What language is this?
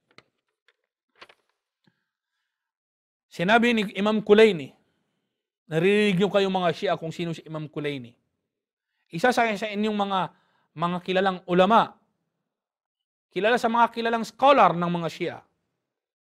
Filipino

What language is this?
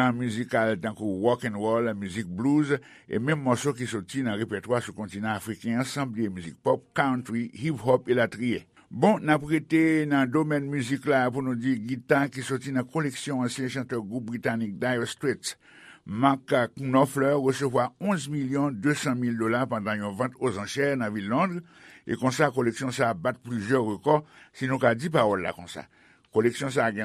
Haitian Creole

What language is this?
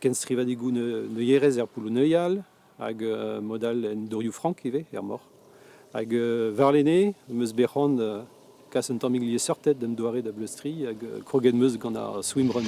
Breton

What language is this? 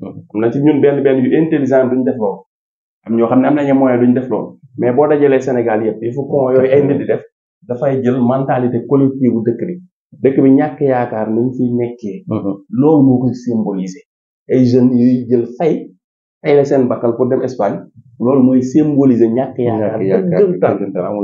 Wolof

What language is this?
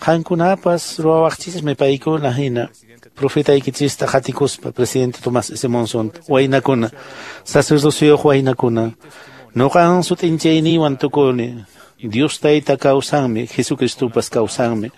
Quechua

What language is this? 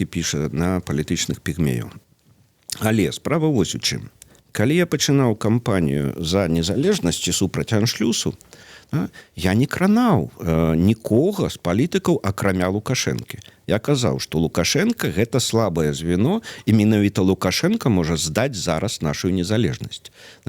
Belarusian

